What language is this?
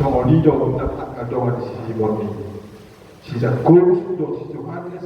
Batak Toba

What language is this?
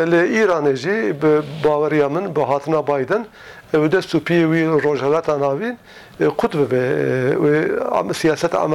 Kurdish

